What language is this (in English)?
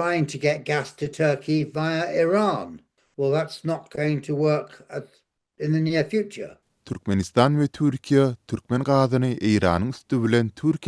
Turkmen